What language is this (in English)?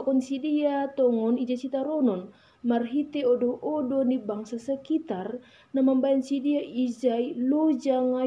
Batak Simalungun